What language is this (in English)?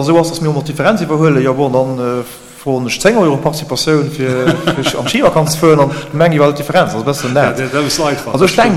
Luxembourgish